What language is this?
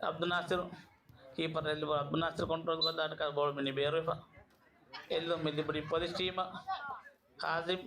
Divehi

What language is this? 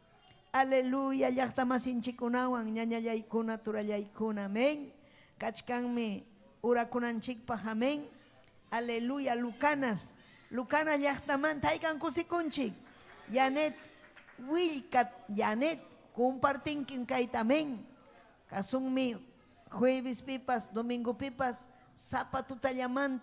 Ayacucho Quechua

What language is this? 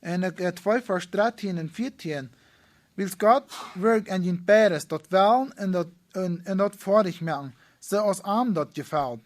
Plautdietsch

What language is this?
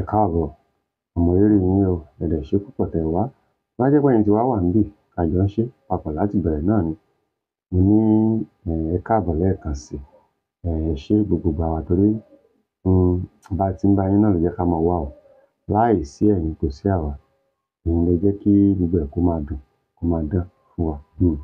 Yoruba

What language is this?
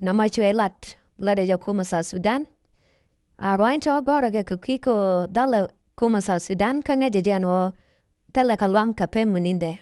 Nuer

